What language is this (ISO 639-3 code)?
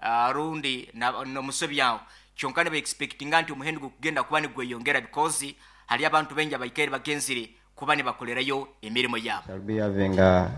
nyo